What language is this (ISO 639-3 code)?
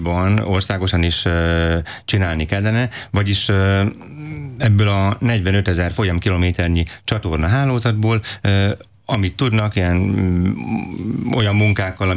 hun